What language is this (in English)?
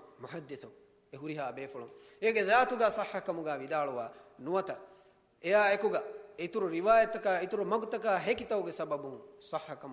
Divehi